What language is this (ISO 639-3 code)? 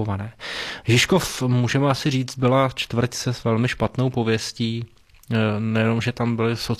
ces